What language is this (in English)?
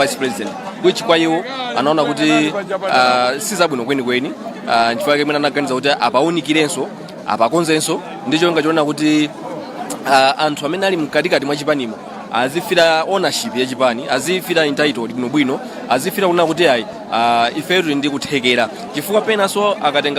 Nyanja